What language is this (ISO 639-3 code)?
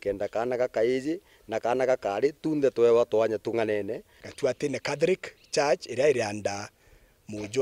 mer